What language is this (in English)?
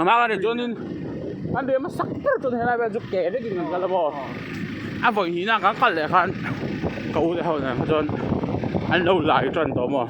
Mizo